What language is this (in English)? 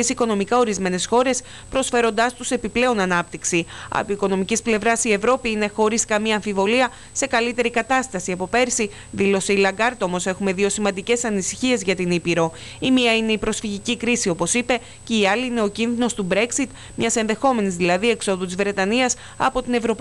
Greek